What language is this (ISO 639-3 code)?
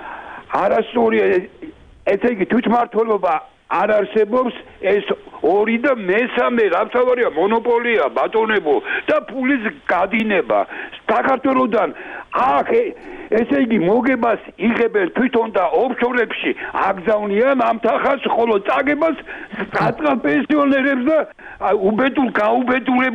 kat